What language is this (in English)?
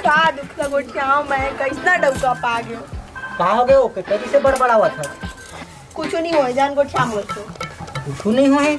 Chhattisgarhi